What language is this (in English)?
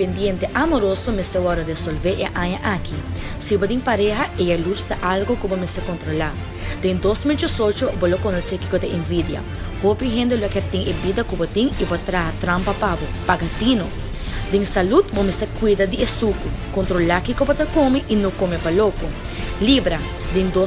Papiamento